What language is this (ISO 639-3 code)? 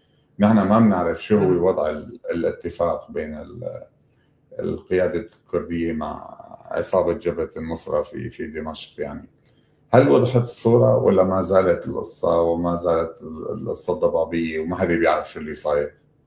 apc